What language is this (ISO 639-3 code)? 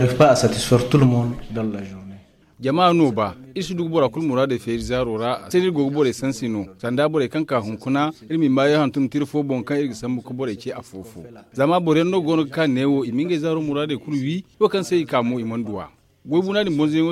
dje